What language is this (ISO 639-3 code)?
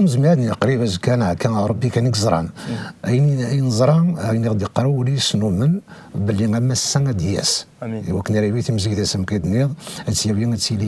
kab